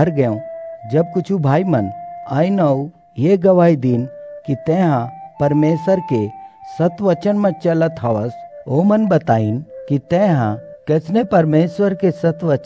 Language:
Chhattisgarhi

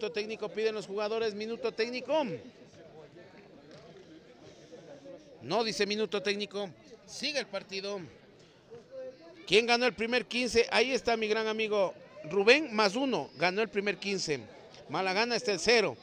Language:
Spanish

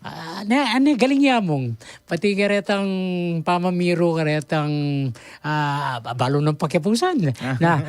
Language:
Pampanga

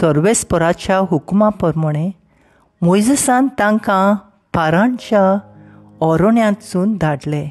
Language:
Konkani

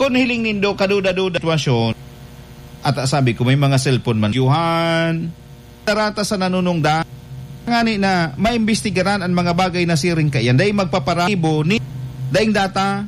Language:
Bikol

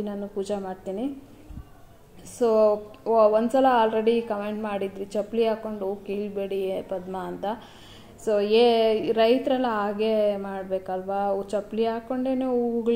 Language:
Kannada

